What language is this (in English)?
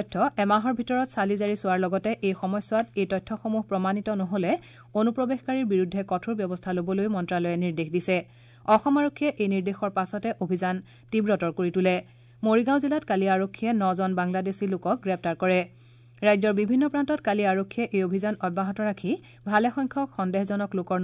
Assamese